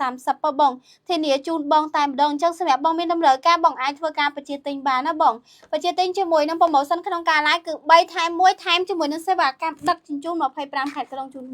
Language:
Khmer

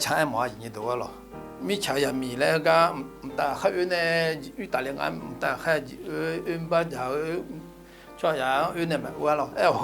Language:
Akha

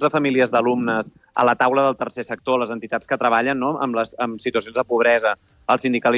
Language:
Catalan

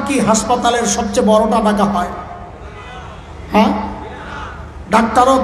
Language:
Bangla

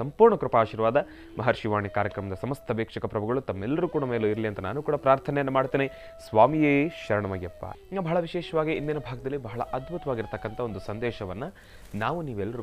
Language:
Kannada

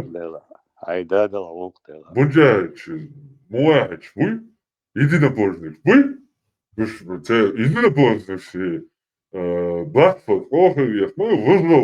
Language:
Chechen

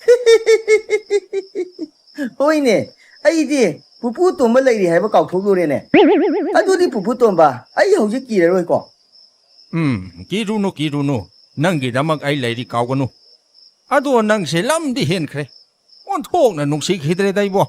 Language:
Manipuri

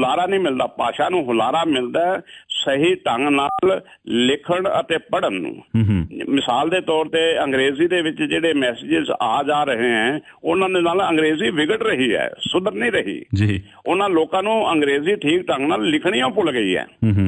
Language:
Punjabi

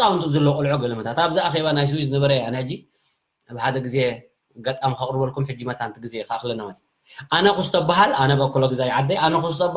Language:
Tigrinya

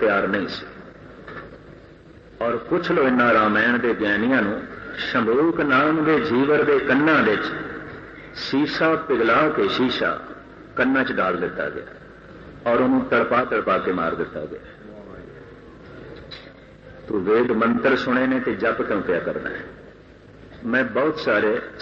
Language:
Punjabi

